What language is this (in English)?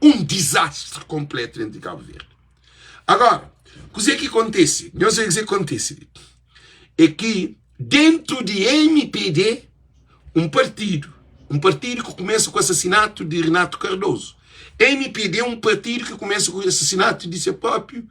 Kabuverdianu